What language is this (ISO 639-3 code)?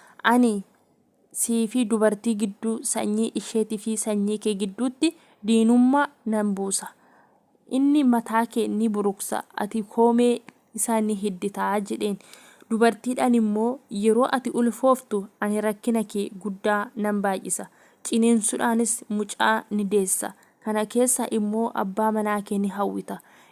orm